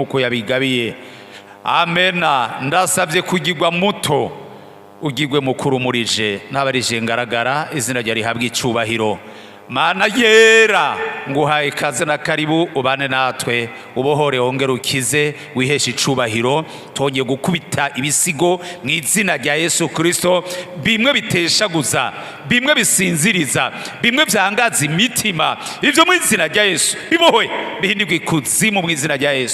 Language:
Rundi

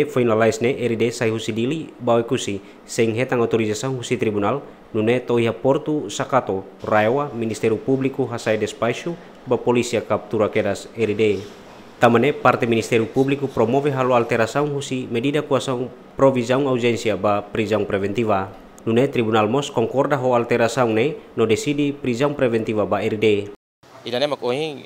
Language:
Tetum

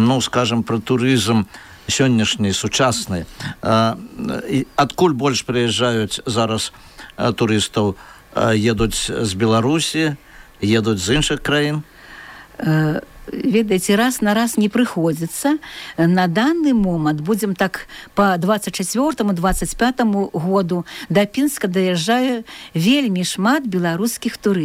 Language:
Belarusian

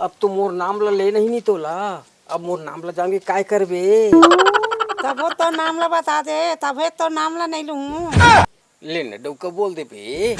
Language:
Chhattisgarhi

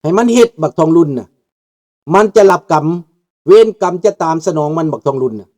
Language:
Lao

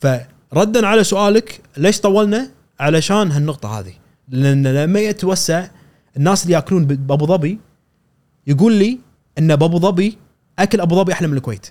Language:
Gulf Arabic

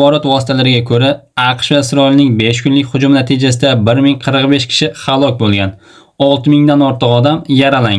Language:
Uzbek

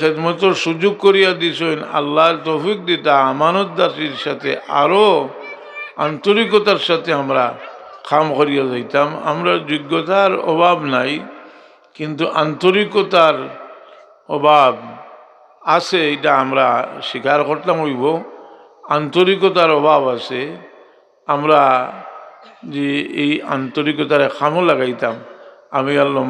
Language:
Sylheti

